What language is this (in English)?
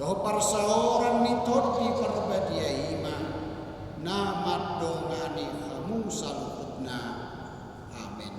Batak Toba